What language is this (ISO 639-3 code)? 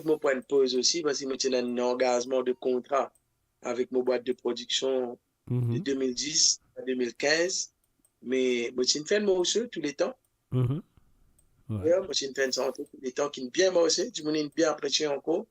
mfe